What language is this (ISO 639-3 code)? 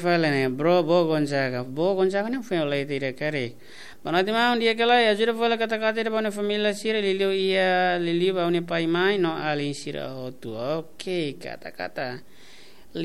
tet